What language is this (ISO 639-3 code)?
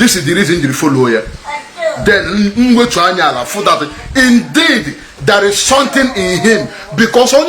ibo